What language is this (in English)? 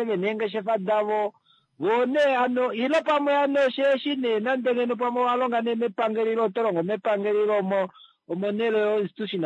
Kuanyama